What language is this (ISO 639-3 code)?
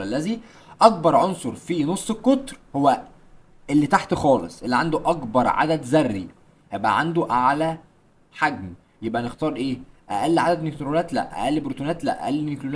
arz